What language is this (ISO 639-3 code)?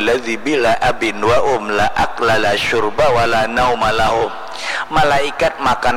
bjn